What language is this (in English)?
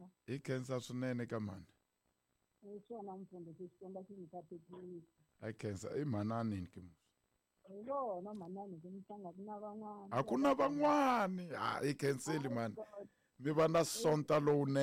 Tsonga